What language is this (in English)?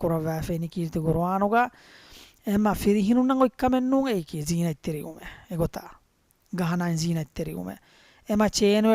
Divehi